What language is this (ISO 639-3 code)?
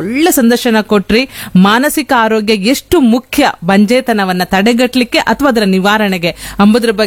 kan